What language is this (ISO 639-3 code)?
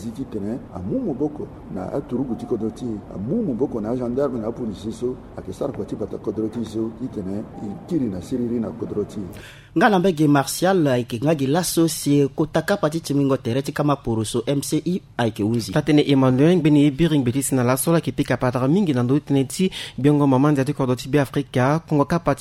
sag